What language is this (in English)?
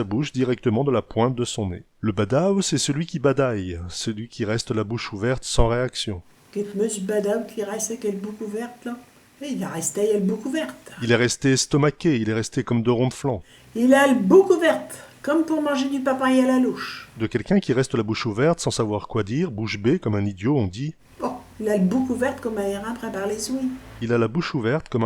Picard